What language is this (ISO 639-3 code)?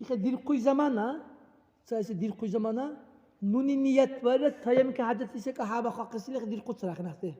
dar